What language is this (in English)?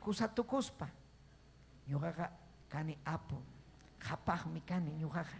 Ayacucho Quechua